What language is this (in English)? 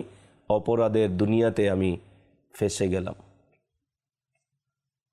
Bangla